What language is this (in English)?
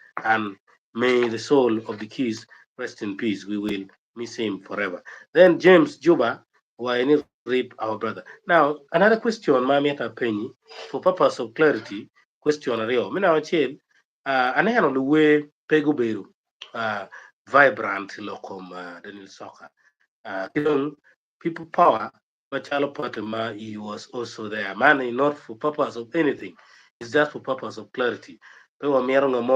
Acoli